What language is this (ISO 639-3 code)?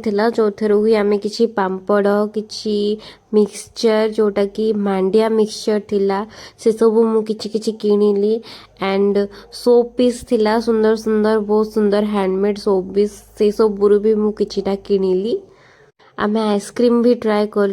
ori